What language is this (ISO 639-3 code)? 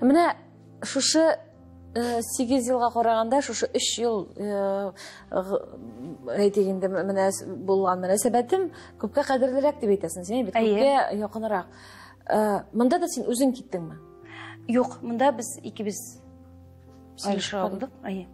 tat